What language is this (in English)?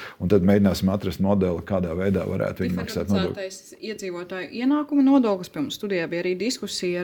Latvian